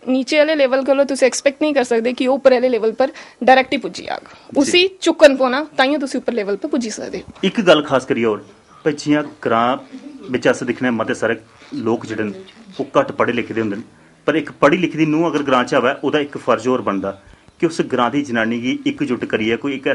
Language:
Dogri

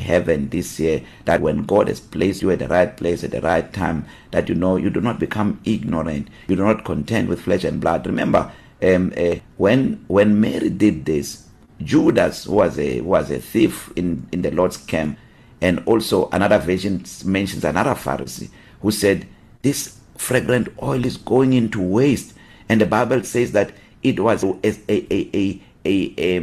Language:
English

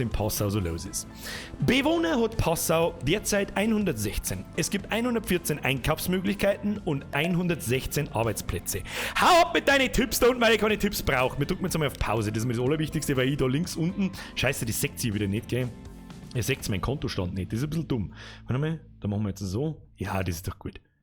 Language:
Bavarian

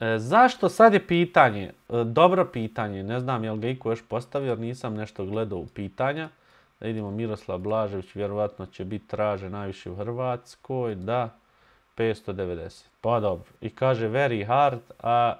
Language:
Bosnian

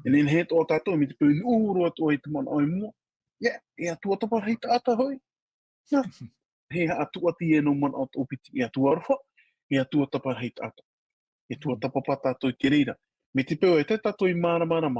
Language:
Tahitian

